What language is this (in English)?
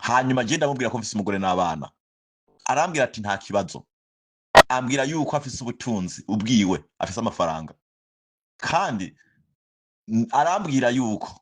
Rundi